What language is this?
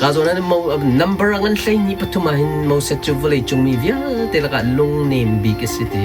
Hakha Chin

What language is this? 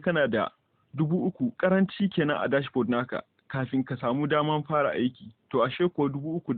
Hausa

